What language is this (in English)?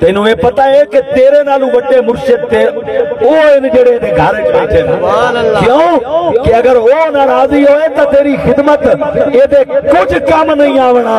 Saraiki